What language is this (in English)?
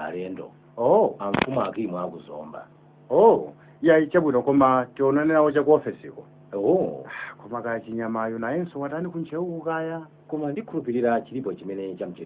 Nyanja